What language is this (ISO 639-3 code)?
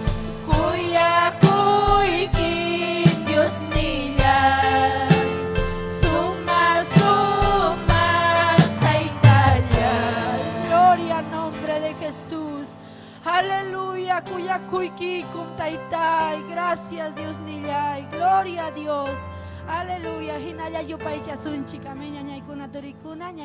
quy